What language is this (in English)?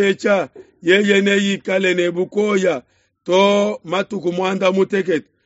Luba-Lulua